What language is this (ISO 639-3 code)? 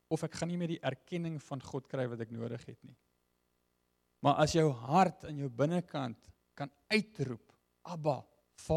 afr